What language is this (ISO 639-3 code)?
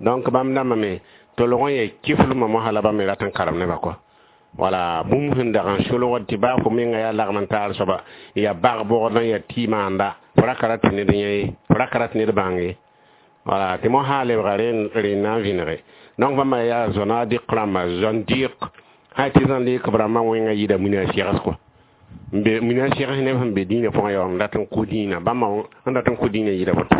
mos